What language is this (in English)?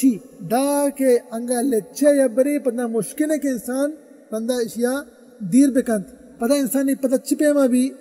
Baluchi